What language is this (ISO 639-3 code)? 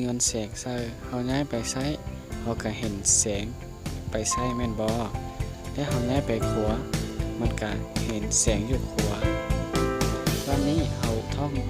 lao